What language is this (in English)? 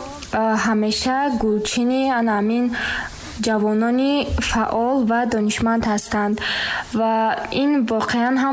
Tajik